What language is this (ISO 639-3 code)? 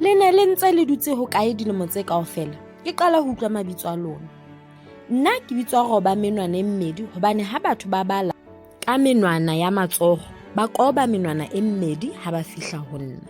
sot